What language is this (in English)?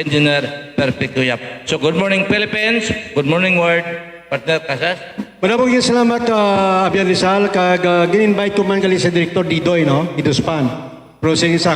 Hiligaynon